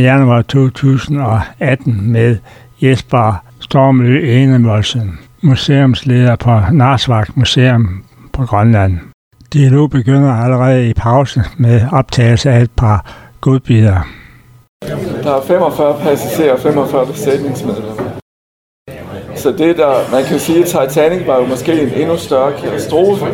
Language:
Danish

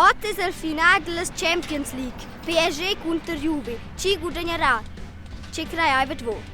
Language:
Romansh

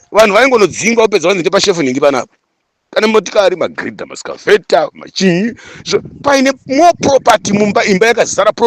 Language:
Shona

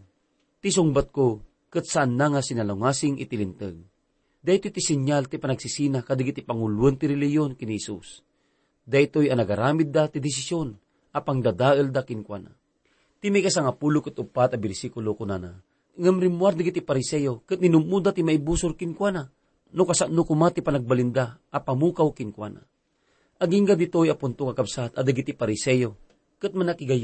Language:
Iloko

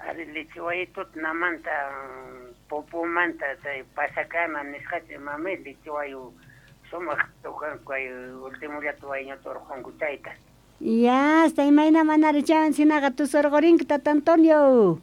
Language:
South Bolivian Quechua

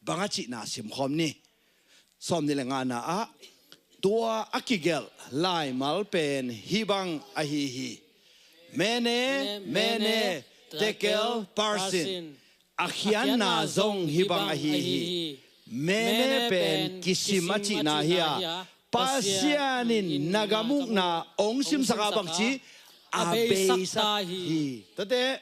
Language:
Tedim Chin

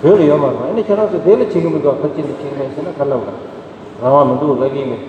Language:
Tibetan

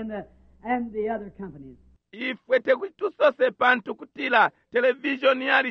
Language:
Bemba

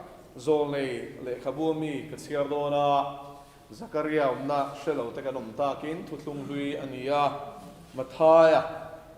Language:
Mizo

